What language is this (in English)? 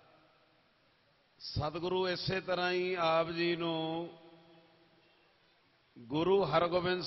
Punjabi